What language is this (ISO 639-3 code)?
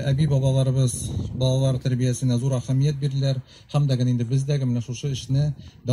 tat